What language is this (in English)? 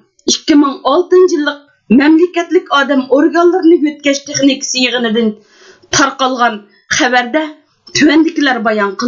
Uyghur